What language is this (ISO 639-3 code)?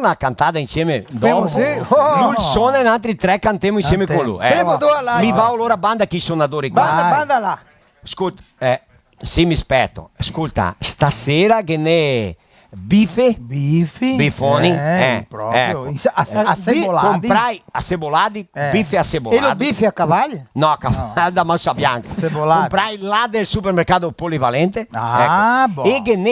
vec